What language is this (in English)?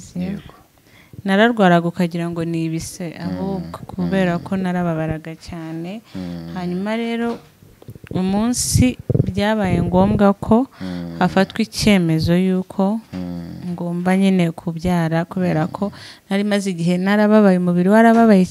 Kinyarwanda